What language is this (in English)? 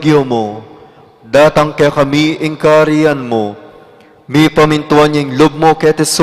Pampanga